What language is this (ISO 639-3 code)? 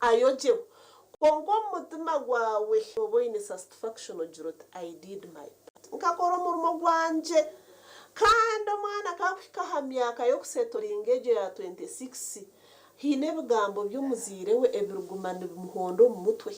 nyn